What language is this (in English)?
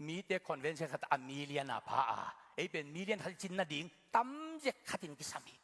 Tedim Chin